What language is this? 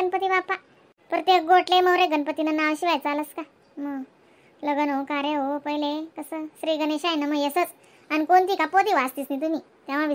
Khandesi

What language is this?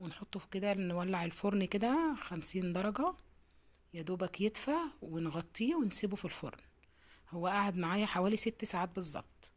Egyptian Arabic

